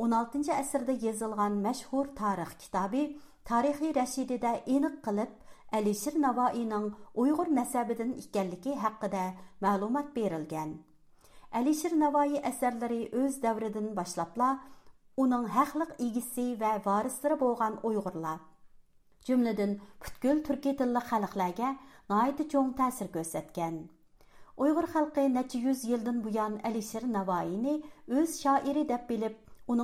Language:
Uyghur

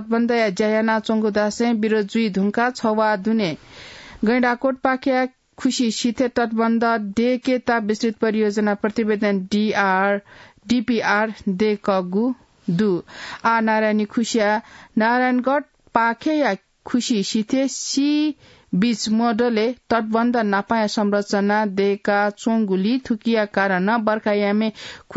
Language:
Newari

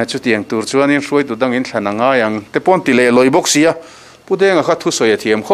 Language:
Mizo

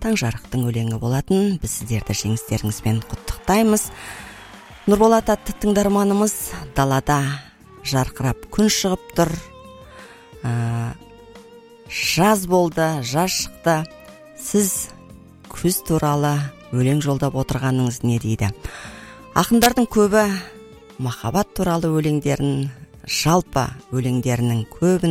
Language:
Kazakh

